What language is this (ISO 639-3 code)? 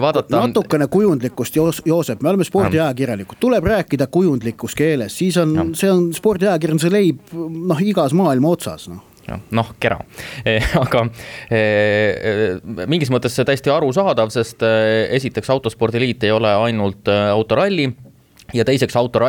est